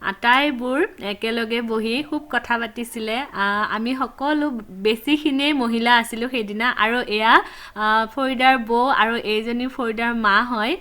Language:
Assamese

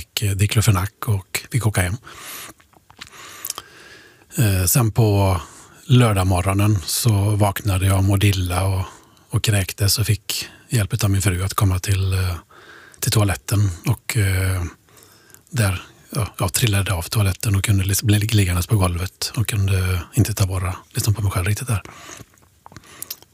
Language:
Swedish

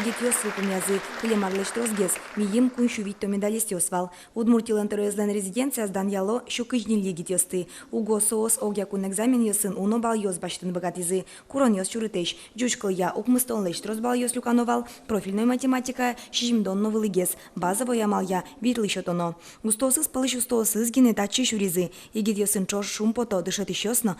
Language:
Udmurt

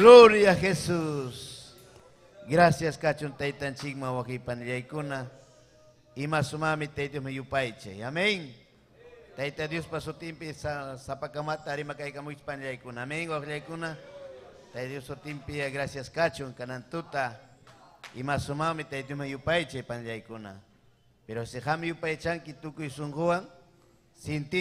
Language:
Ayacucho Quechua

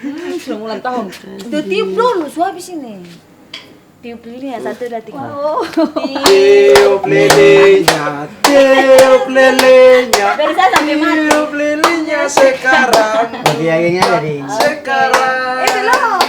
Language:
Ambonese Malay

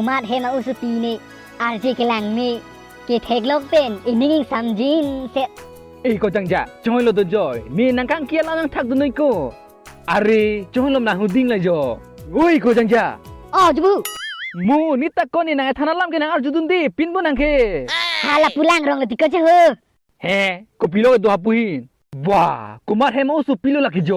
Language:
Karbi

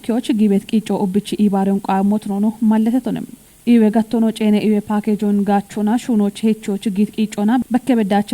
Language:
Kafa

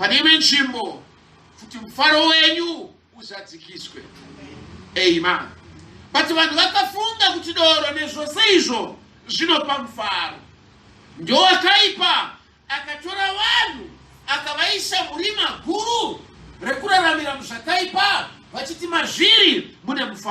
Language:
Shona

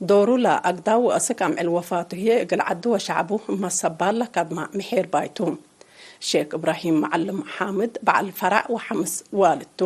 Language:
Tigre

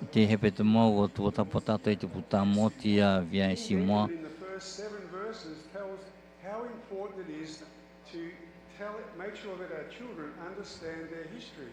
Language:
Tahitian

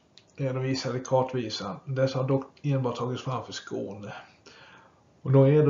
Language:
Swedish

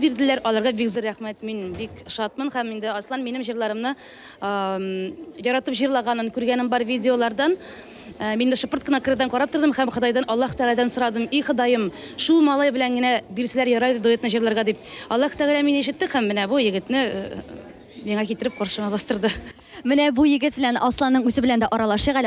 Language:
Tatar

